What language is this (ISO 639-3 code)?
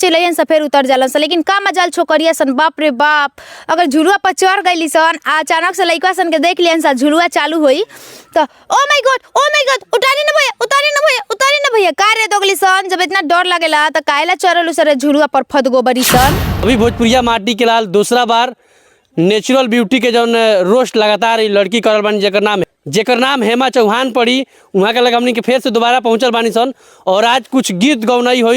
bho